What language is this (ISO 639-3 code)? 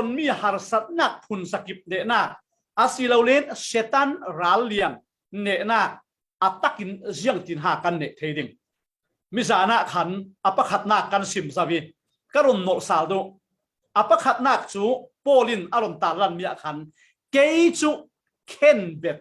cfm